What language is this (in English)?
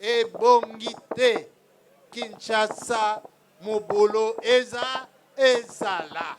Lingala